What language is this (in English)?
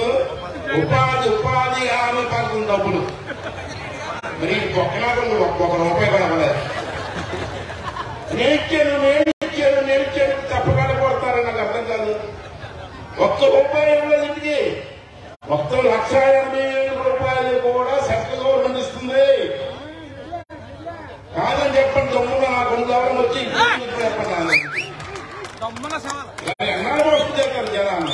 Telugu